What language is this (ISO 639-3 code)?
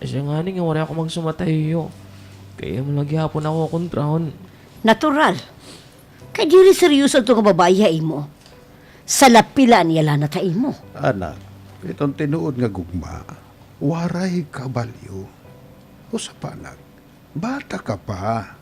war